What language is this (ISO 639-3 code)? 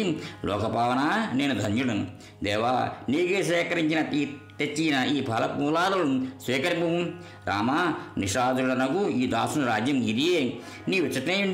tel